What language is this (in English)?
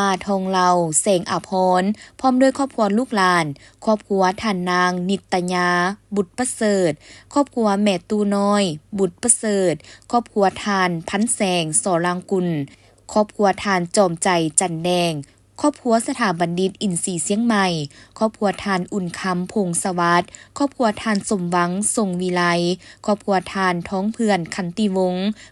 Lao